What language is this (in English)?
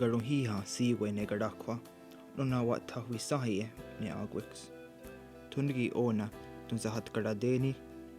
Mohawk